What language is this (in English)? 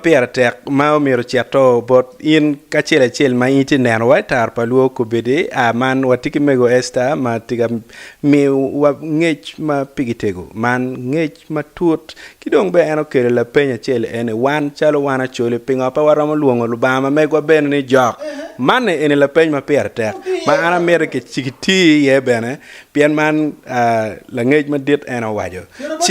Acoli